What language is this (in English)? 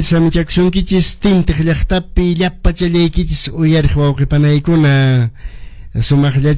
Quechua